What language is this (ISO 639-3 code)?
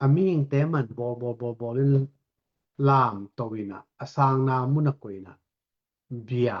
ctd